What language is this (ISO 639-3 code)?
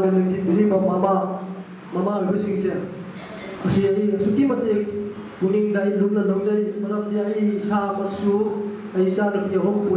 mni